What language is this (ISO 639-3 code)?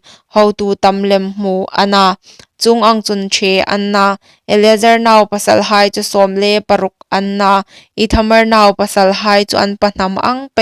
hmr